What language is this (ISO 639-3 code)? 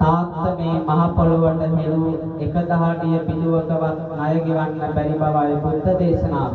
sin